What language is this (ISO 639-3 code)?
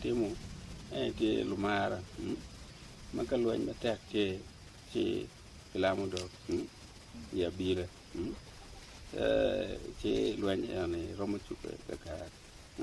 ach